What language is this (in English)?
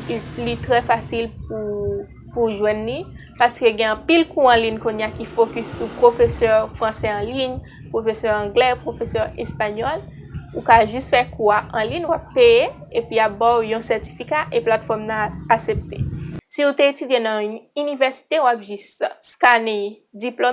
Haitian Creole